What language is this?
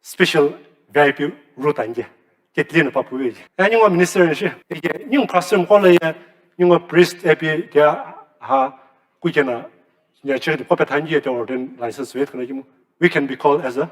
Sumi Naga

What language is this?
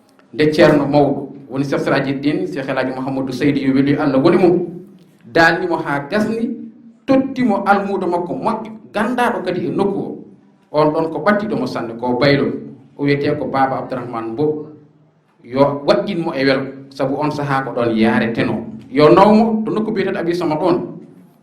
Fula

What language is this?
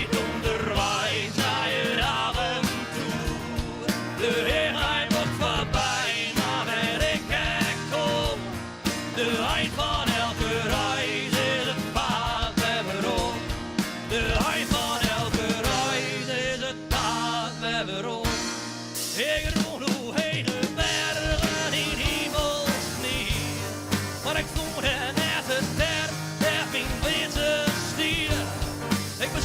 Western Frisian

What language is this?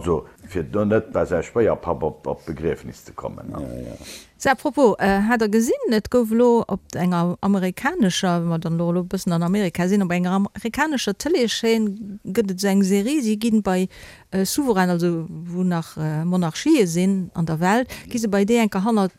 Luxembourgish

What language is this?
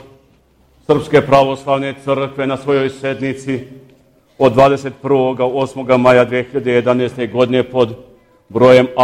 Serbian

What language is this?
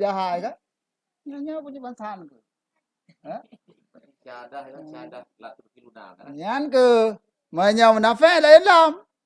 Achinese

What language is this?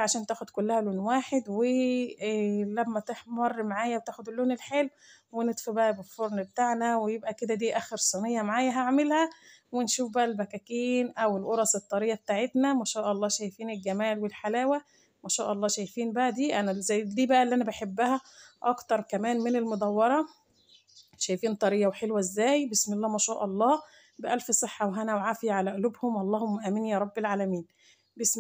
Egyptian Arabic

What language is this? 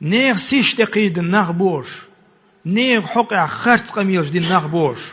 Chechen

